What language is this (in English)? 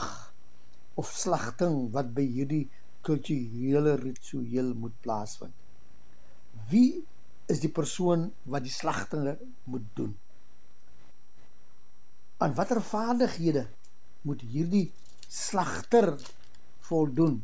Afrikaans